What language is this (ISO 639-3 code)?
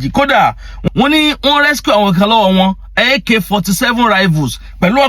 yor